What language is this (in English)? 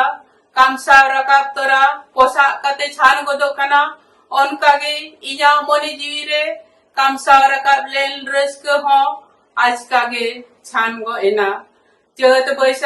Santali